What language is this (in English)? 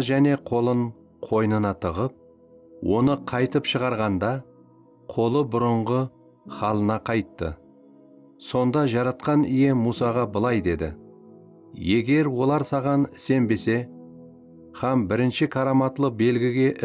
Kara-Kalpak